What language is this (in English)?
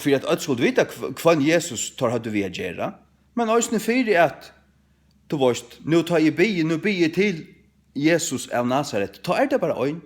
Faroese